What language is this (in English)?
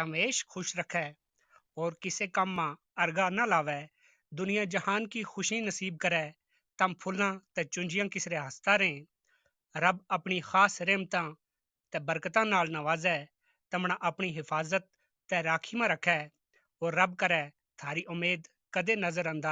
Gujari